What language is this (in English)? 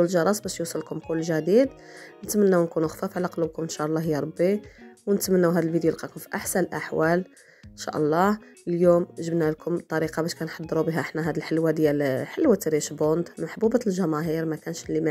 Moroccan Arabic